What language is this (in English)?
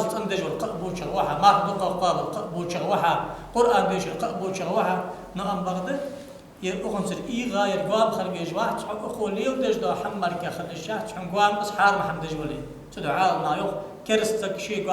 Ingush